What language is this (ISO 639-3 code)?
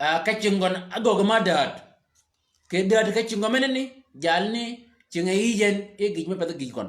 shk